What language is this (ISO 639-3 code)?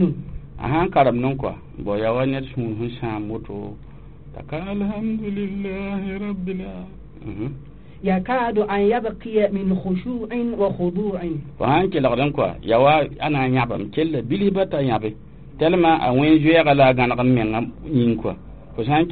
mos